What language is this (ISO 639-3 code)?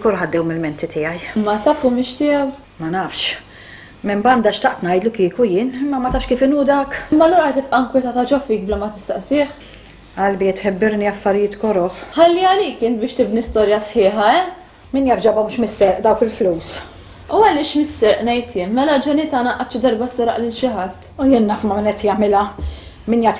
mlt